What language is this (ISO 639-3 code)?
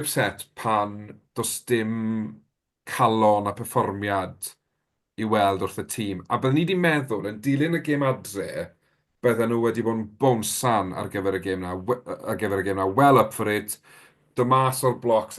cym